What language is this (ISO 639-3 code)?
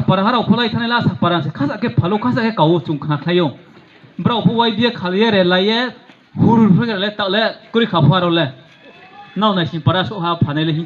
ria